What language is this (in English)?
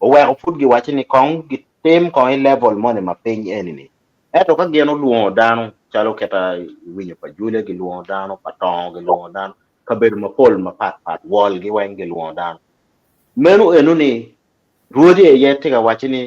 Acoli